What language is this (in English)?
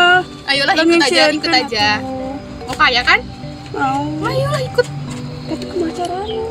Sundanese